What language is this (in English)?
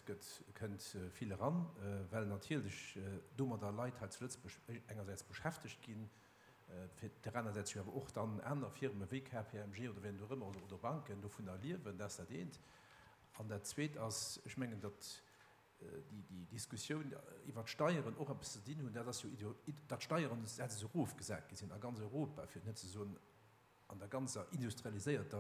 Luxembourgish